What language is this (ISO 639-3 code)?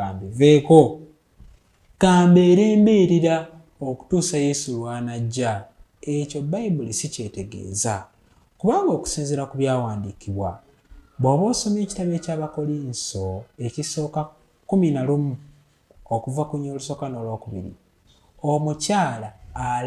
lug